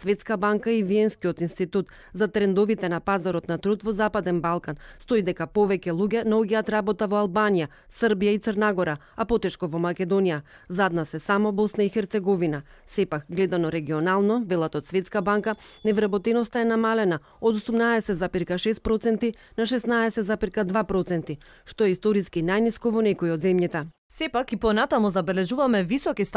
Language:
Macedonian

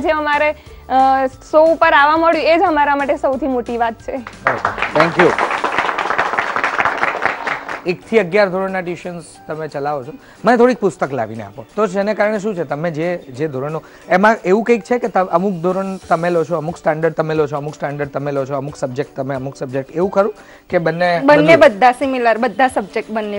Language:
Gujarati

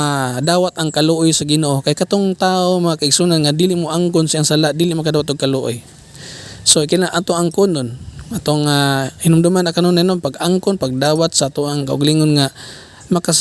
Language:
Cebuano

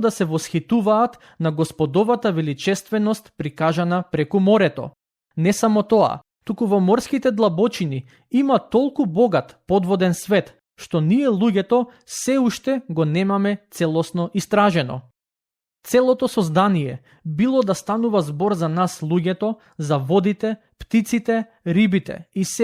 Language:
Macedonian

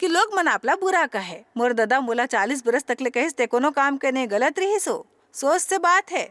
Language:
Chhattisgarhi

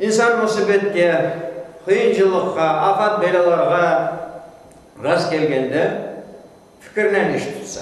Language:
Crimean Tatar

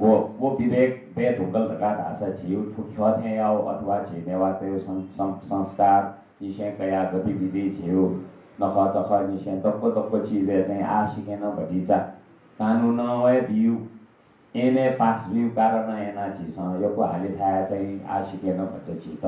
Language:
Newari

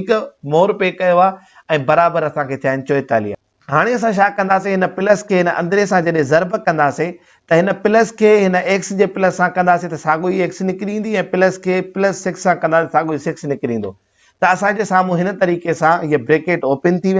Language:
Sindhi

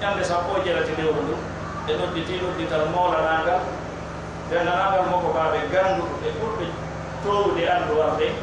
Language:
Fula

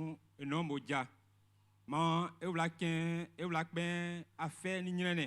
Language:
Baoulé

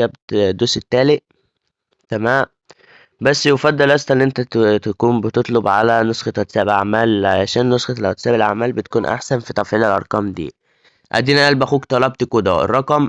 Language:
Egyptian Arabic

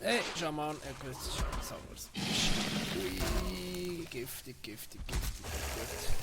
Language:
Swiss German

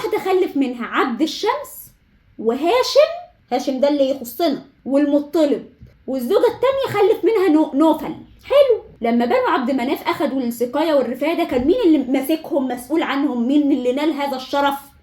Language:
Egyptian Arabic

